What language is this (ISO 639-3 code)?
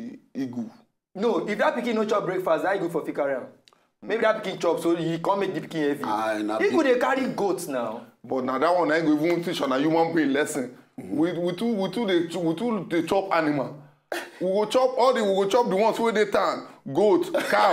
pcm